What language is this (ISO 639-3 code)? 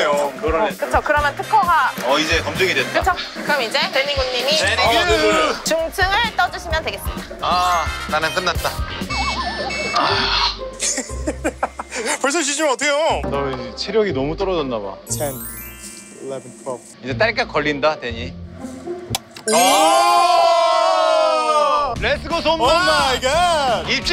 kor